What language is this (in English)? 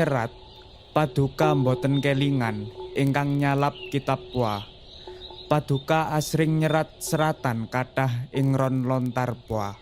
Javanese